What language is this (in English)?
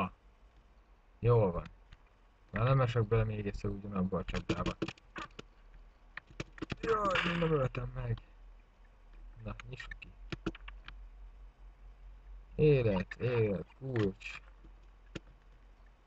Hungarian